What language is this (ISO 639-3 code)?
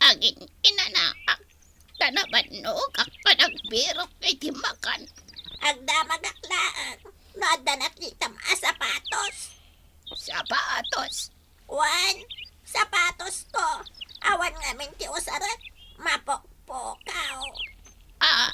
ilo